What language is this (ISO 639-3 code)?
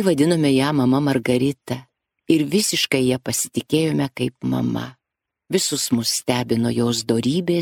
lit